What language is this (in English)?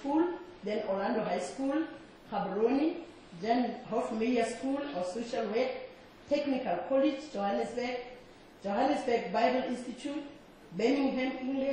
English